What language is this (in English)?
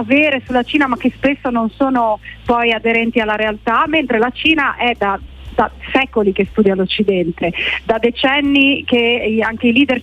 Italian